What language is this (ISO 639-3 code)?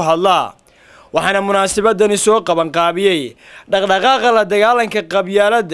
som